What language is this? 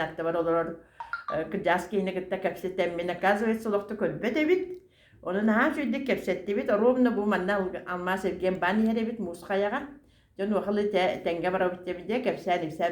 Yakut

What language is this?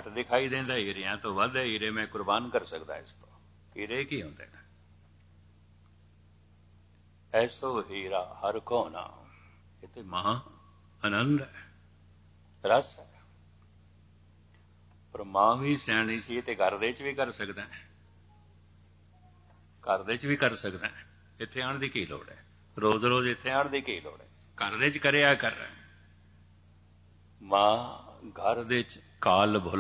Punjabi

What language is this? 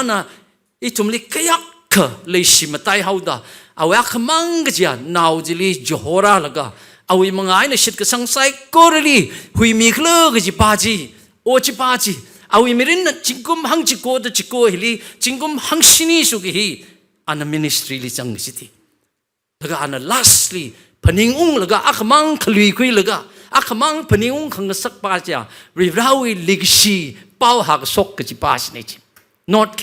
Tangkhul Naga (India)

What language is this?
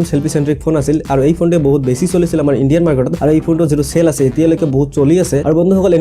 Assamese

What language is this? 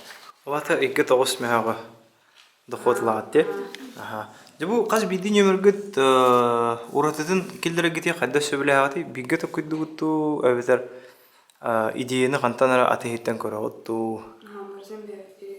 Yakut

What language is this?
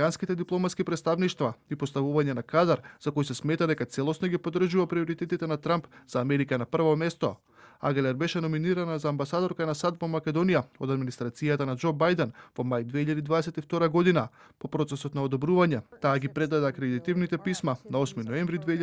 Macedonian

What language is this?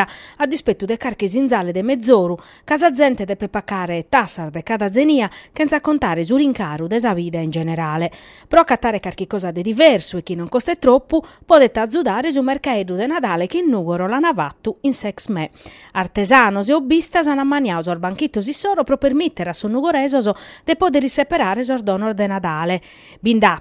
Sardinian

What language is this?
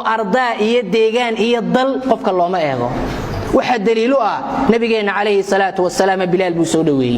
Somali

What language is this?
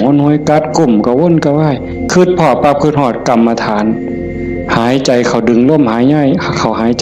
Northeastern Thai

